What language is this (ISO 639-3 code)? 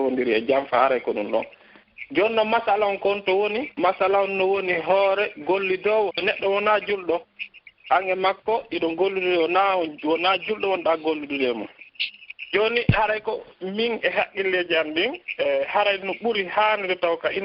fuf